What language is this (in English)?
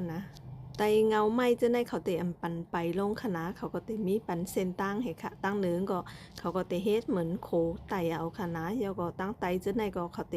Shan